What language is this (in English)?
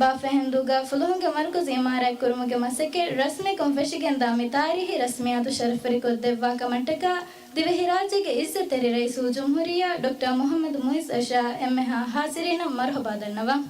Divehi